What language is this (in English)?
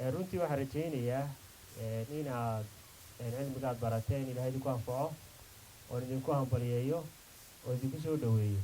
Somali